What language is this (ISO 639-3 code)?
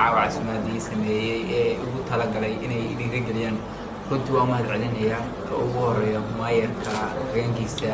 som